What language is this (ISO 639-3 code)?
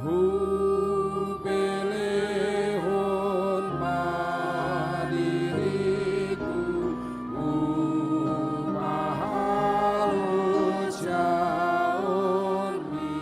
bbc